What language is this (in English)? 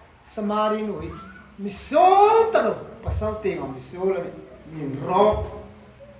Hmar